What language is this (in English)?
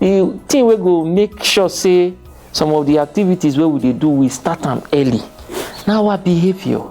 Nigerian Pidgin